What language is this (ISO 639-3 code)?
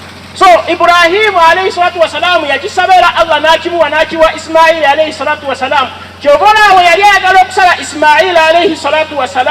lug